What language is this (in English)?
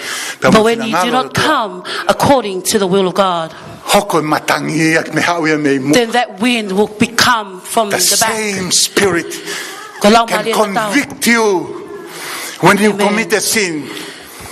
Tongan